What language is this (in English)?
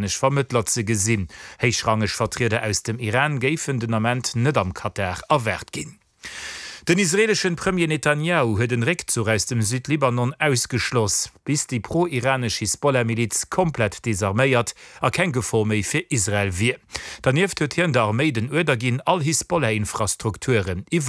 Luxembourgish